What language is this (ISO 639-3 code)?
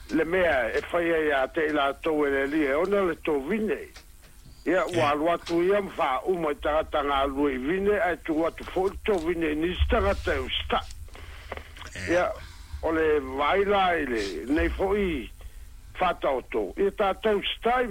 smo